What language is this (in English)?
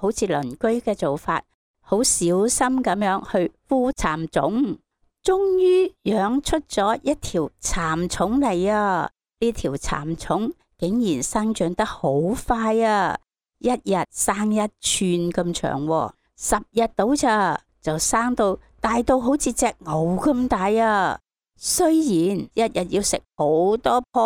Cantonese